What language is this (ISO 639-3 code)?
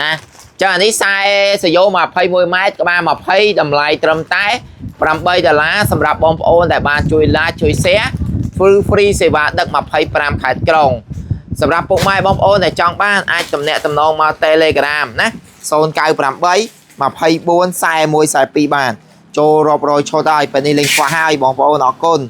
khm